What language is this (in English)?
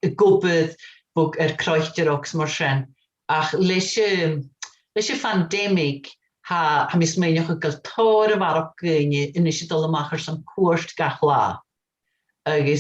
Scottish Gaelic